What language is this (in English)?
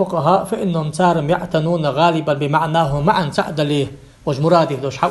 Ingush